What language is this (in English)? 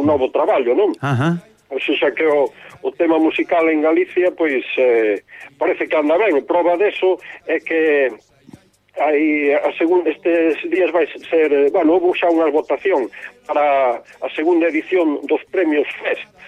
Galician